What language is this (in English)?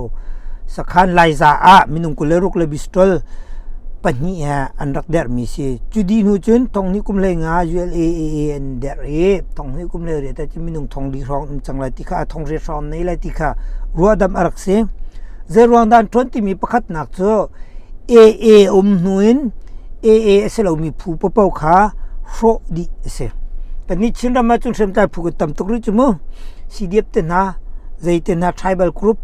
Hakha Chin